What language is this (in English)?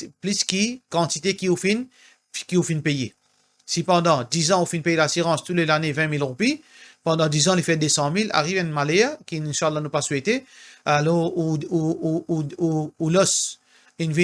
Morisyen